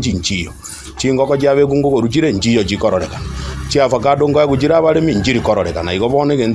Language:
Gusii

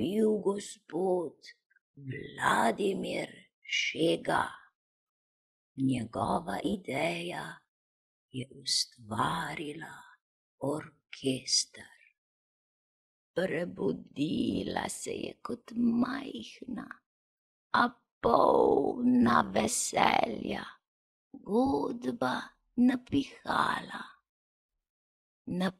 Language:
Slovenian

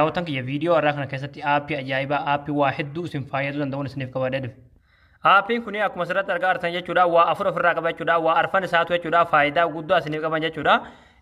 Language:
Oromo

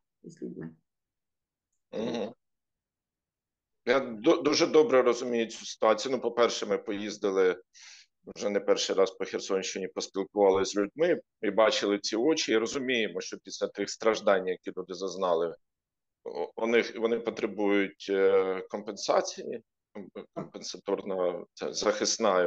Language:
Ukrainian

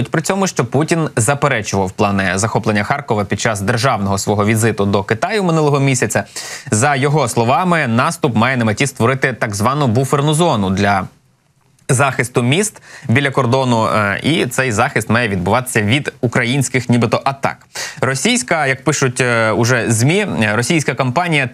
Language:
Ukrainian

